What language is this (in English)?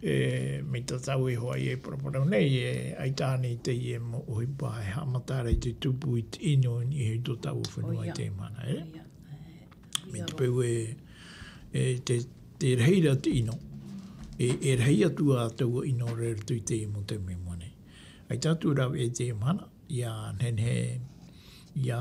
Tahitian